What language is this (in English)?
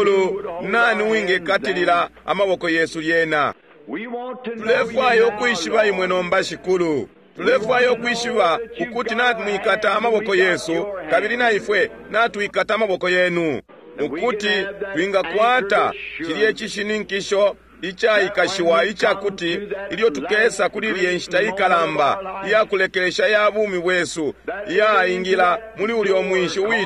Bemba